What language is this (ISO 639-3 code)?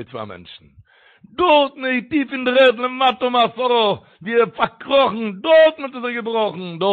yid